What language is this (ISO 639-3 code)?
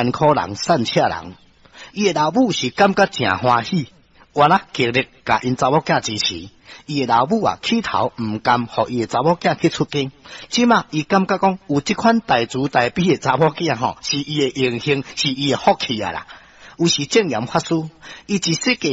nan